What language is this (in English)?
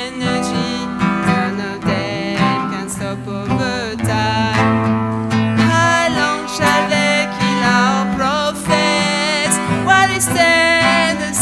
Réunion Creole French